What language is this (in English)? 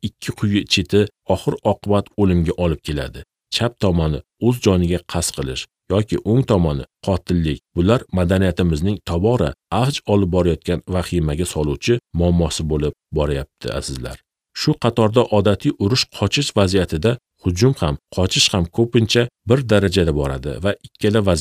Uzbek